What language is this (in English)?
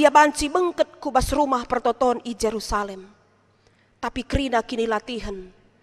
Batak Karo